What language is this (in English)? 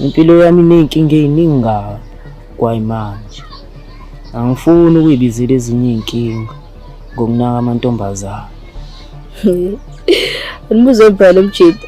Zulu